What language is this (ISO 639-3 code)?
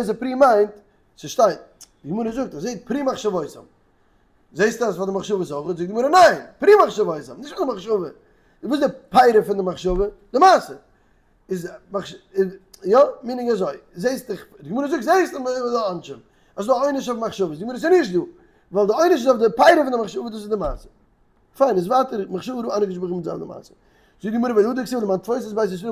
yid